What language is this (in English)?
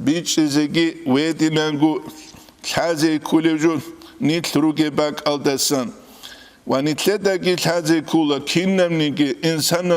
Avaric